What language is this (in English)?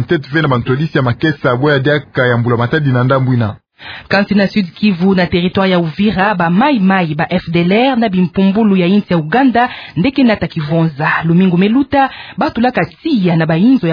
Kituba (Democratic Republic of Congo)